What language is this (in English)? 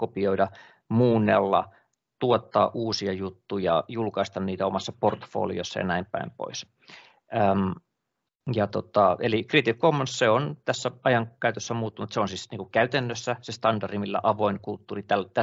Finnish